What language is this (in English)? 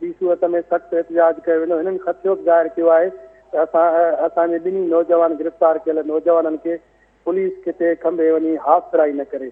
Sindhi